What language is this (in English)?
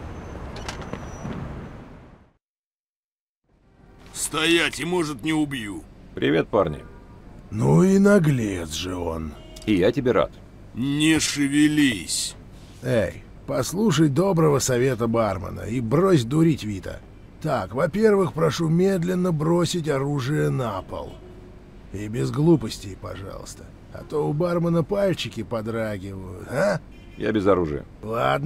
Russian